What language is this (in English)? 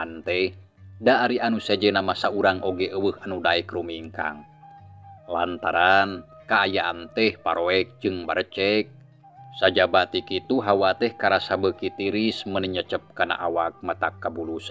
Sundanese